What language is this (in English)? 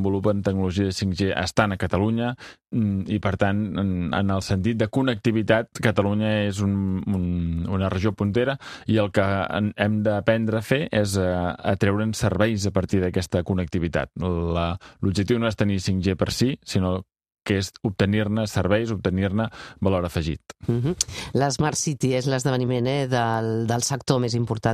Catalan